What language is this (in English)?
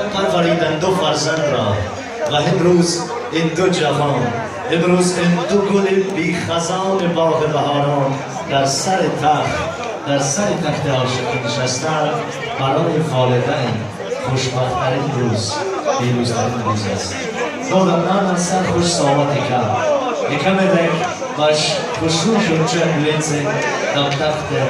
Tajik